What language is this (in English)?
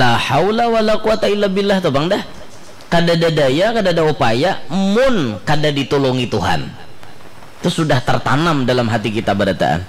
Banjar